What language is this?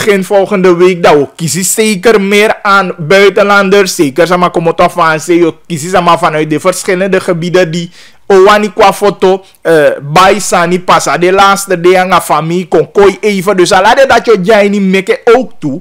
Dutch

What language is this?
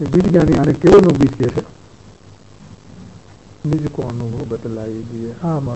Gujarati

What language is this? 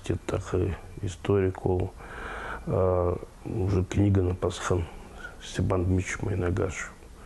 Khakas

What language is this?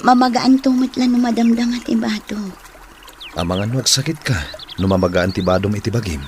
Iloko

